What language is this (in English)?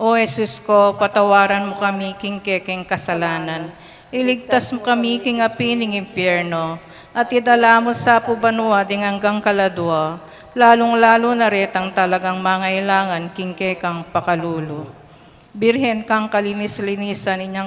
Pampanga